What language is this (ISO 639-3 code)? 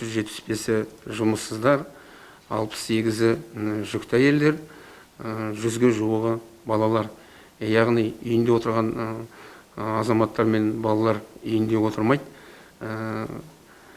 kaz